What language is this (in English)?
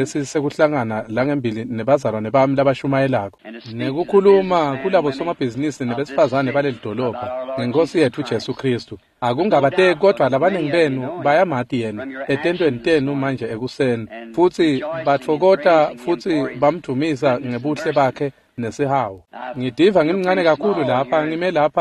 Swati